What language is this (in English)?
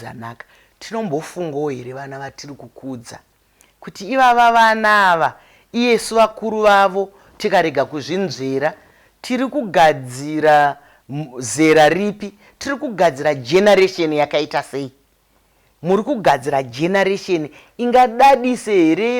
Shona